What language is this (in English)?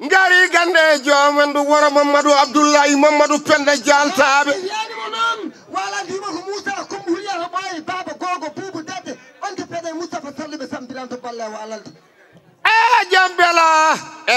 Fula